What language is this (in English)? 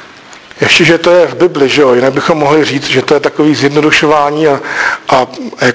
Czech